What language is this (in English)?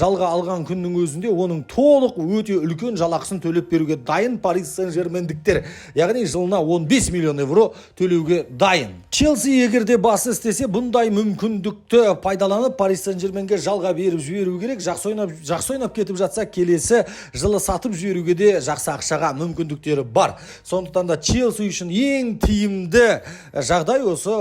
Kazakh